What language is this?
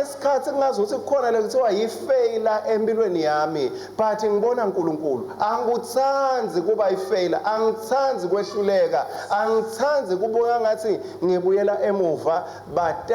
Swati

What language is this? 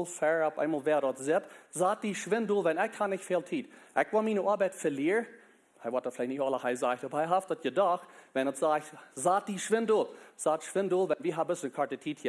Plautdietsch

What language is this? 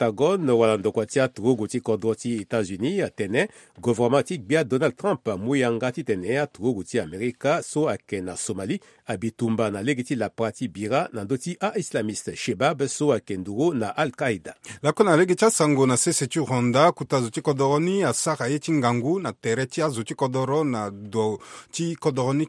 Sango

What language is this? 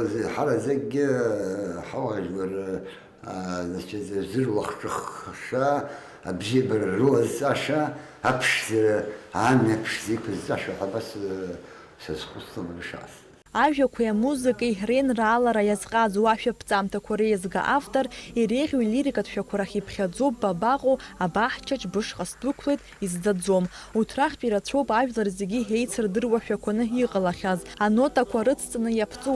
Abkhazian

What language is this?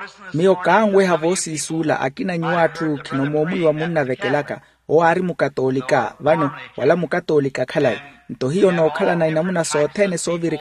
Makhuwa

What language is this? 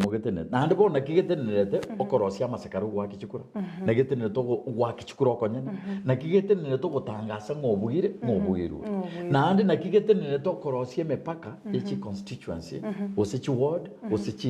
Gusii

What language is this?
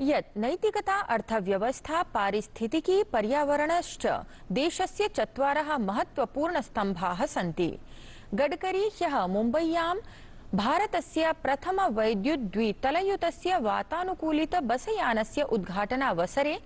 Sanskrit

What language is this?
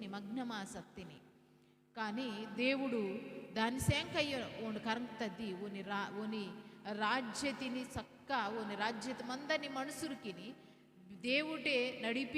Koya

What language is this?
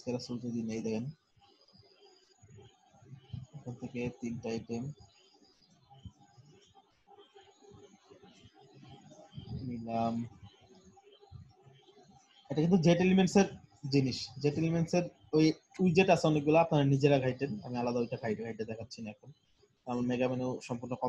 Bangla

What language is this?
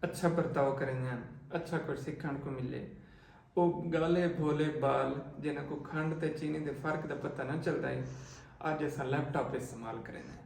Saraiki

